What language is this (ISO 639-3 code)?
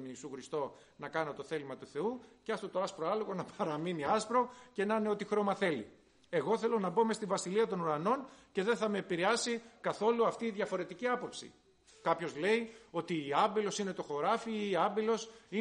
ell